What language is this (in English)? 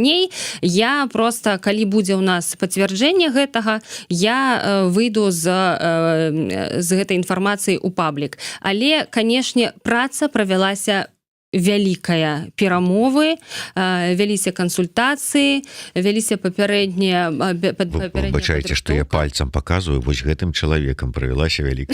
Belarusian